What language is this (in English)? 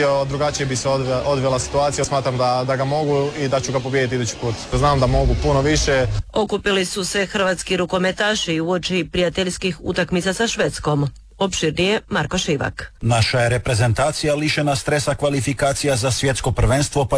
Croatian